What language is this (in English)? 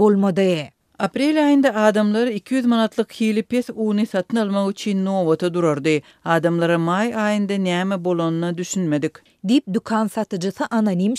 Turkmen